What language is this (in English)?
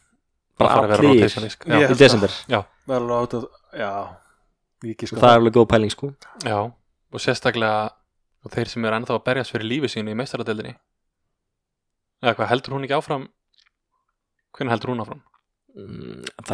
Icelandic